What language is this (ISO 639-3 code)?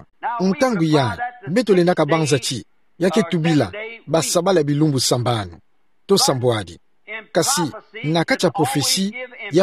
ktu